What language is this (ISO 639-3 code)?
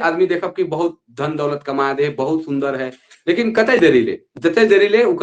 sck